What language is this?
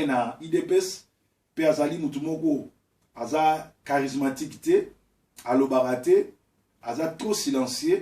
Lingala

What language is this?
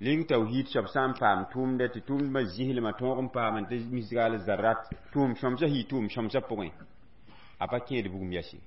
Mossi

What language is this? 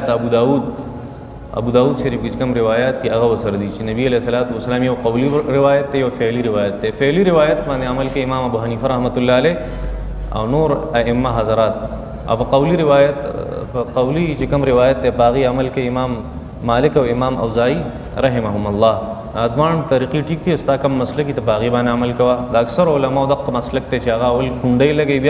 Pashto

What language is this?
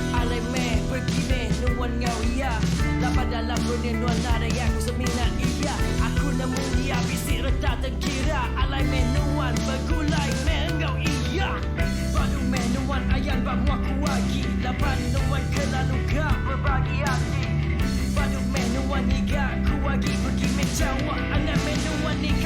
Iban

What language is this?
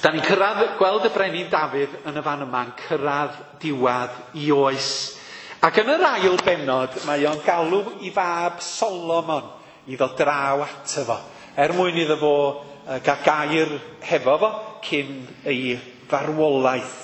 Welsh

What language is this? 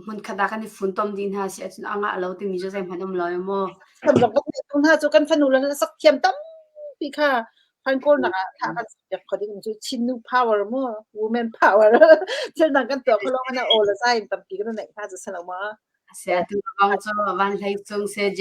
Hakha Chin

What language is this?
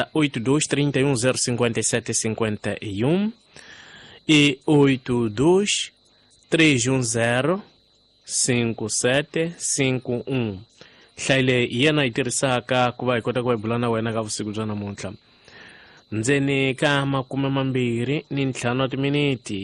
Tsonga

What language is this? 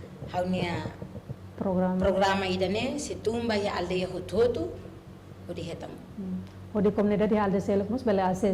Tetum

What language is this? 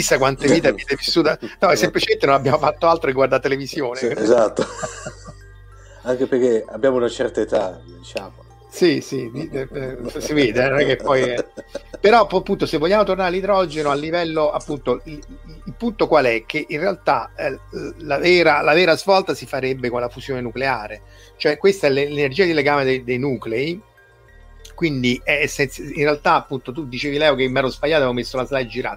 Italian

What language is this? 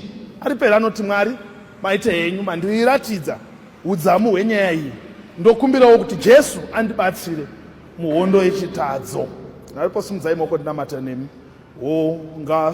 Shona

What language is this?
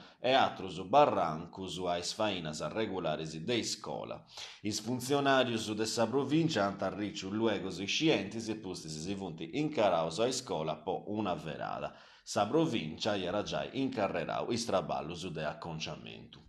Sardinian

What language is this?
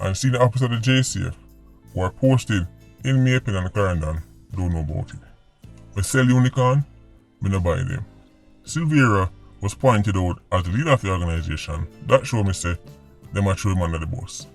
Jamaican Creole English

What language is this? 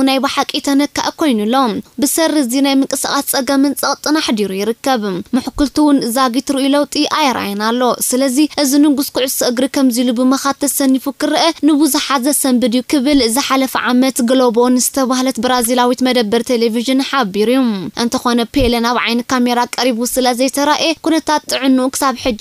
Tigrinya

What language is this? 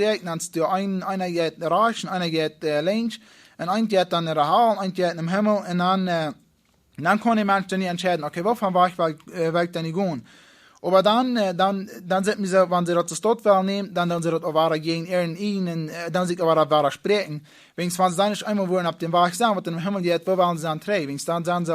Plautdietsch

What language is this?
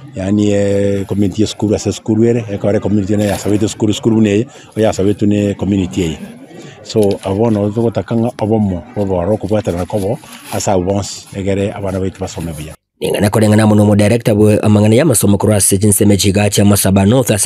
Gusii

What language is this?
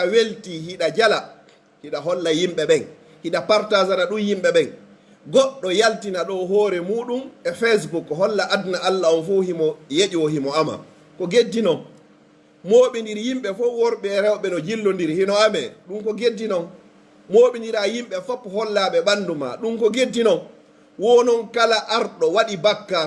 Pular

